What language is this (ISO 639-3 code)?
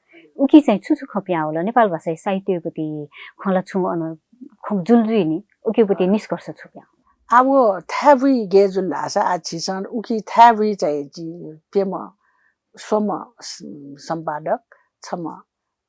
new